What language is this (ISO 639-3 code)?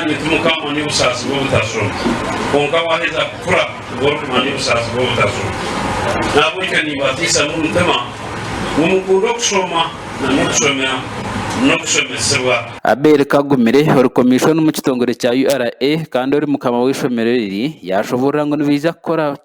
nyn